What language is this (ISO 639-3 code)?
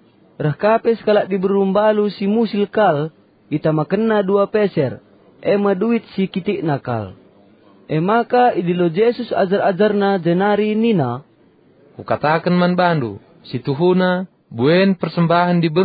btx